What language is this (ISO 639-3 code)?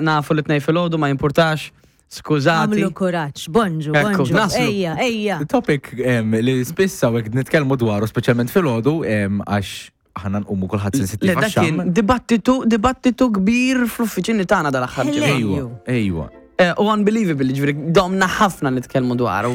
mlt